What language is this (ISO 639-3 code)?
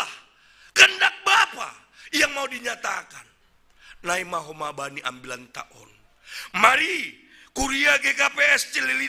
bts